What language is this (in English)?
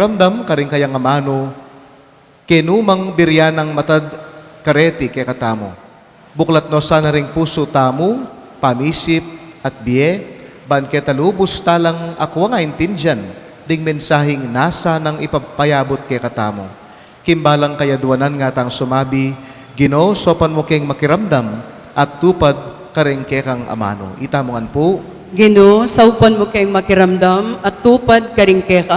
Pampanga